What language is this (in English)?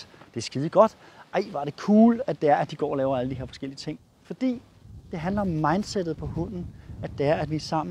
Danish